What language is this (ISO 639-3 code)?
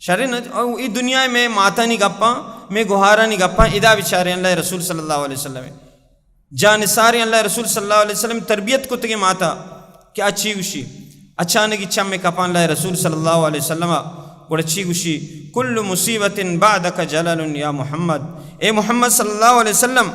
bal